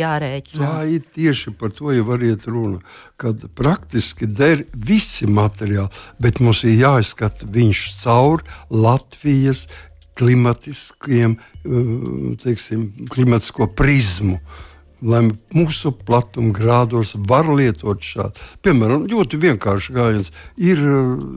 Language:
Latvian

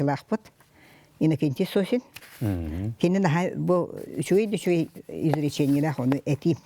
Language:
Yakut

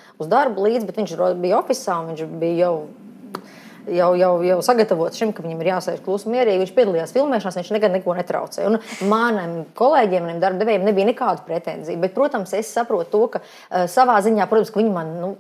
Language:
Latvian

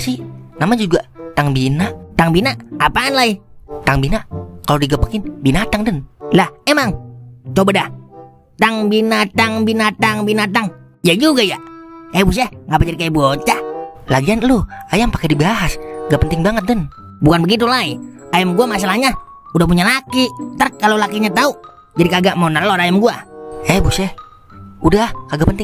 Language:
Betawi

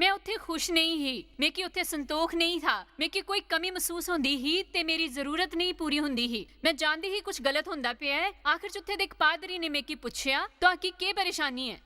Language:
Dogri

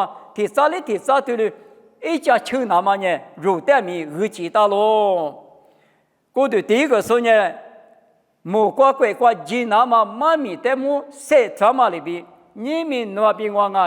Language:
Lisu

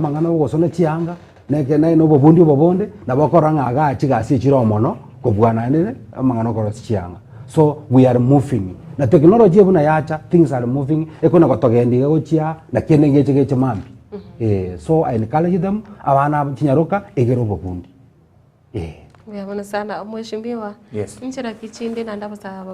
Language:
Gusii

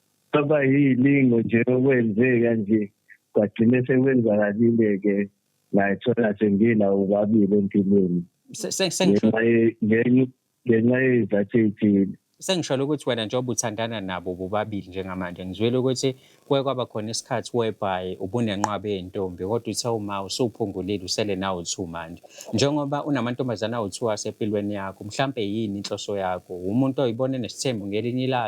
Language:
Zulu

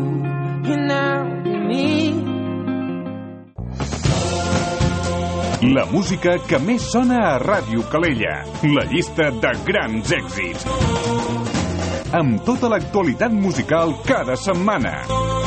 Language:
Catalan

